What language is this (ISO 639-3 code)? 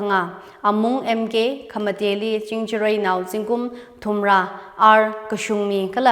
nmf